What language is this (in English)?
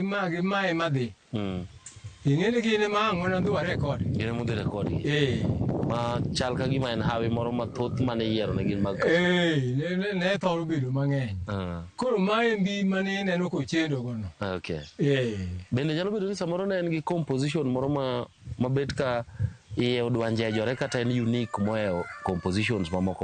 Luo (Kenya and Tanzania)